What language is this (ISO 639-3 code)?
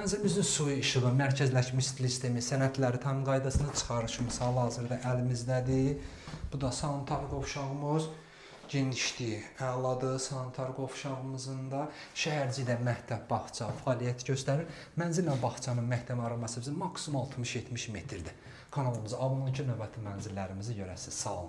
aze